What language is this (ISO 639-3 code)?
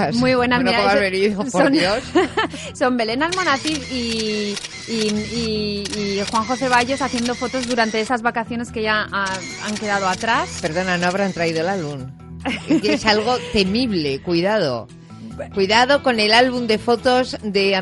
spa